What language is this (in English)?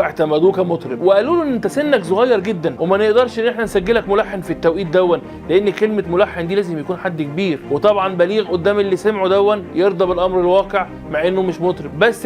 Egyptian Arabic